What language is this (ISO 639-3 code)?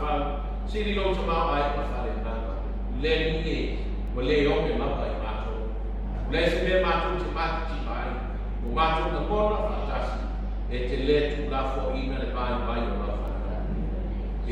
smo